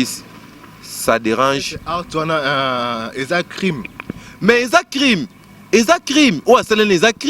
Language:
Lingala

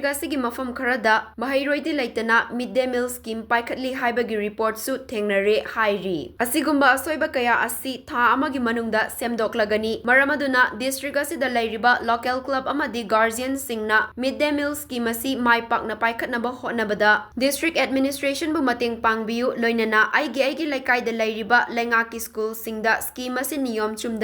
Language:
Manipuri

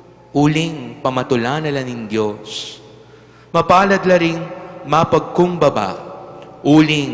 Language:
Pampanga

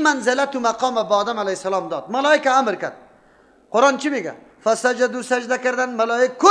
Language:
Persian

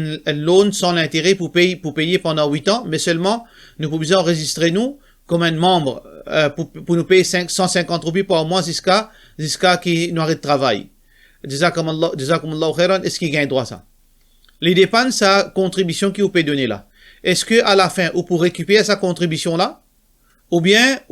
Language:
Morisyen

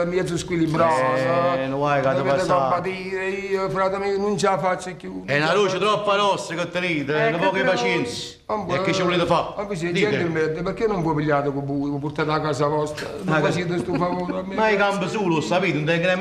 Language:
Neapolitan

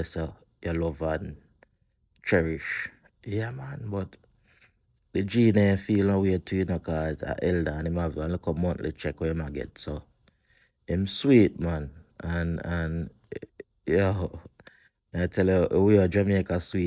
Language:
Jamaican Creole English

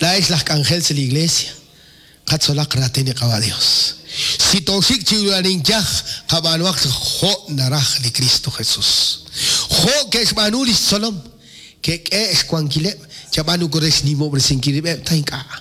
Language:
Kekchí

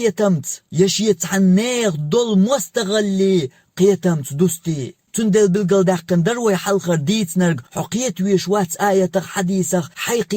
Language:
Chechen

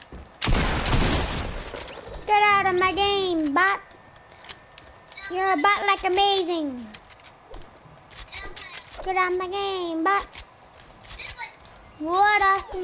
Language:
English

